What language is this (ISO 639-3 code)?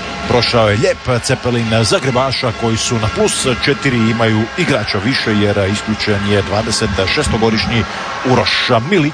hrv